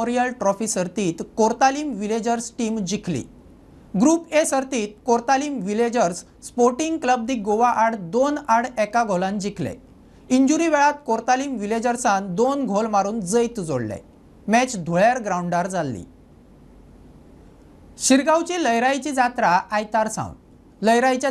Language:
Konkani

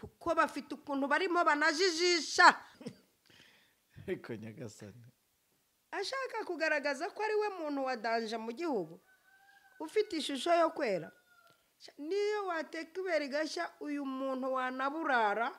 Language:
Kinyarwanda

